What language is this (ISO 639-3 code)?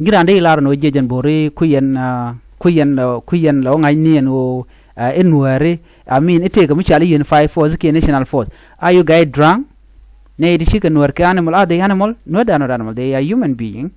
nus